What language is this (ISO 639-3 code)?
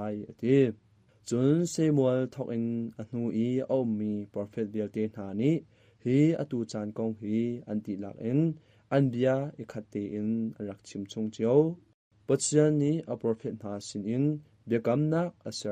cnh